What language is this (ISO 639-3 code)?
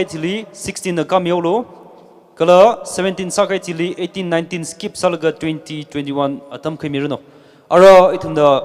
nmf